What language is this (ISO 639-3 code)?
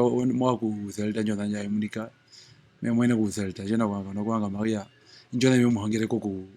her